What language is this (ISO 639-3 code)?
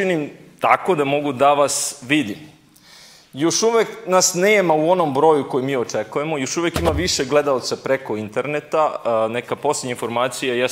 srp